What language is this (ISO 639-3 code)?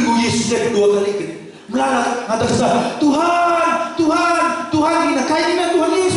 btx